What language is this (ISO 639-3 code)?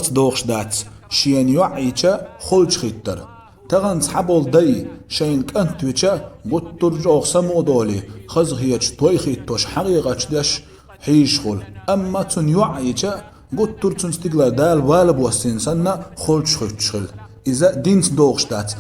che